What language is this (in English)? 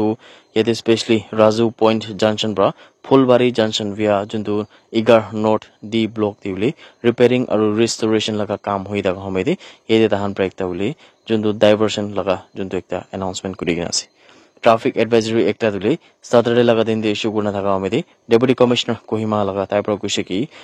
Naga Pidgin